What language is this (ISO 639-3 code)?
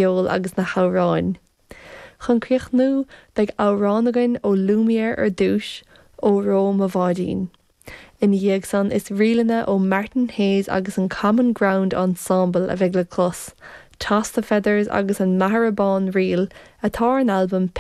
gle